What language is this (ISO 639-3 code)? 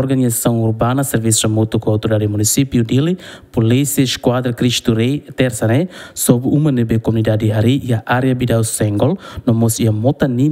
tet